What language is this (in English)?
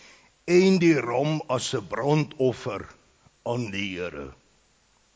Afrikaans